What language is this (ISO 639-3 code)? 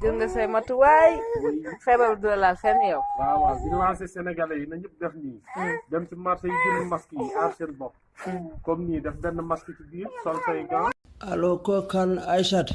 wol